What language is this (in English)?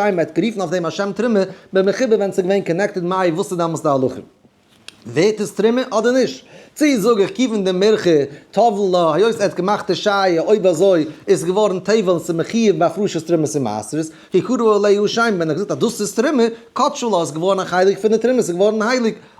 Yiddish